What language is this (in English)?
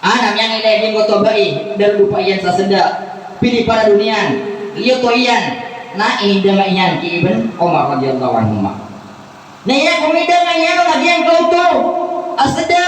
Maranao